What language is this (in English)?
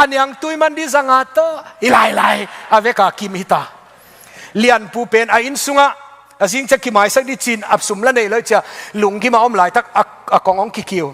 Tedim Chin